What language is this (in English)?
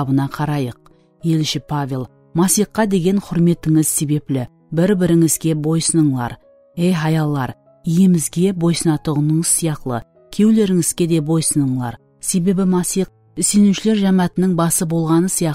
Kara-Kalpak